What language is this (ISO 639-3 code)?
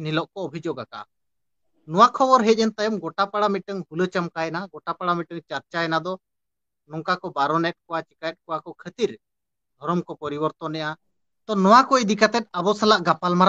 sat